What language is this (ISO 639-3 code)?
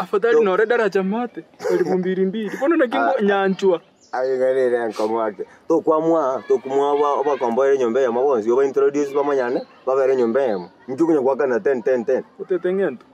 guz